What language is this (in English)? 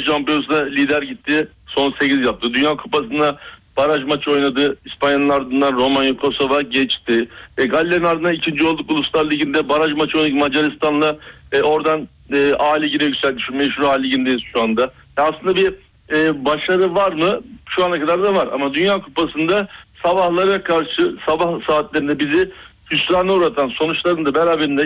Turkish